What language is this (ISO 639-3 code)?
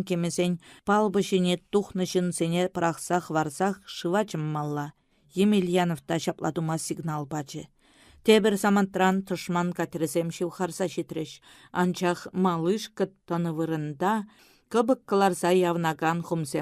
chv